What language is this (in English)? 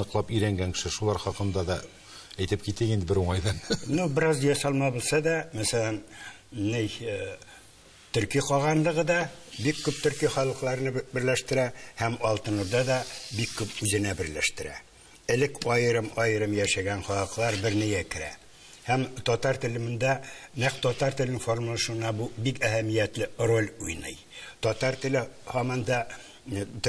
Tatar